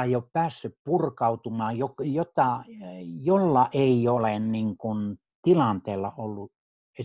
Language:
Finnish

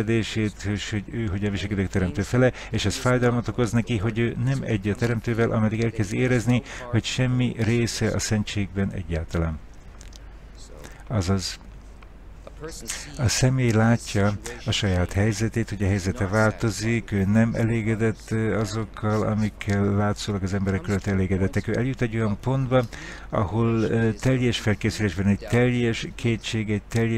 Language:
Hungarian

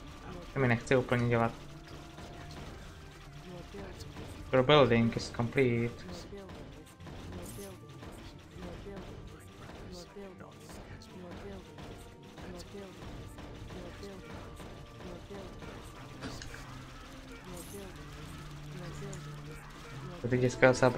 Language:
Czech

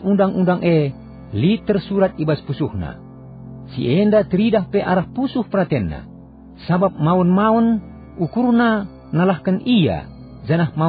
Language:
Batak Karo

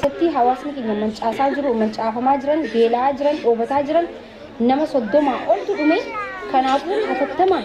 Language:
Oromo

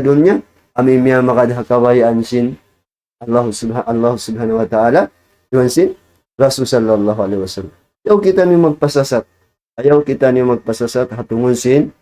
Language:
Tausug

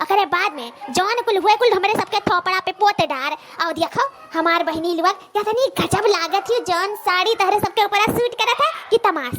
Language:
Awadhi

